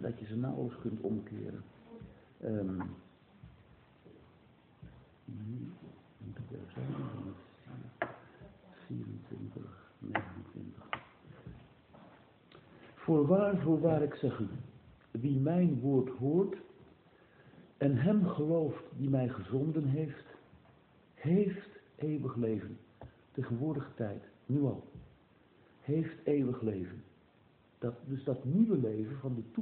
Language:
Dutch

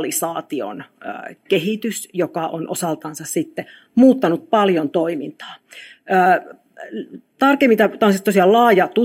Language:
Finnish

